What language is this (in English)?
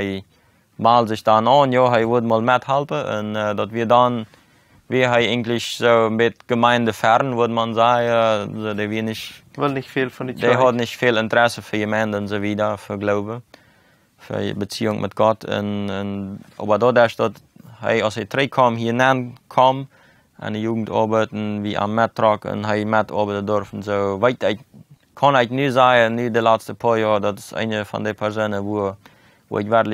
Plautdietsch